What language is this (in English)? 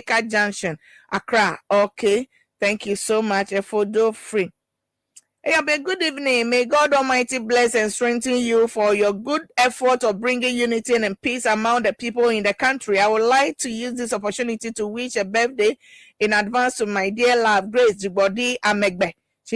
Ewe